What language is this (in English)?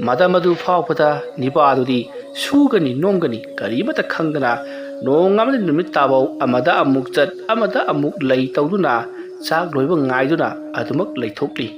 Manipuri